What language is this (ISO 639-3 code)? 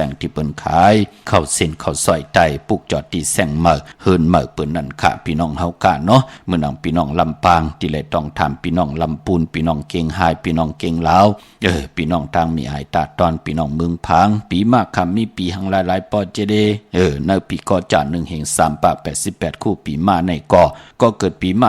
shn